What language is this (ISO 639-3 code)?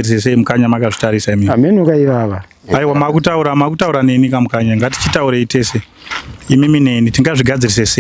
sna